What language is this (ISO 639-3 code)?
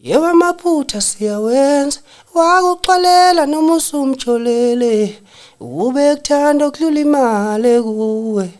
zul